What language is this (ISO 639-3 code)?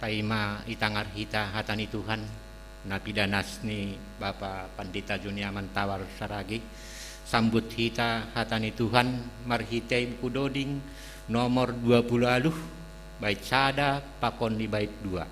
bts